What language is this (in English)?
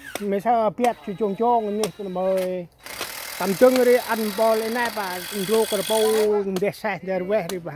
Central Mnong